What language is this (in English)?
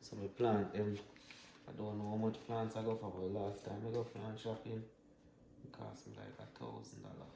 Jamaican Creole English